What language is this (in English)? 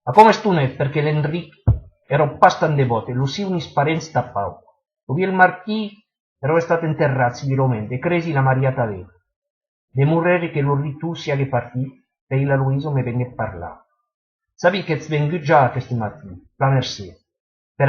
Occitan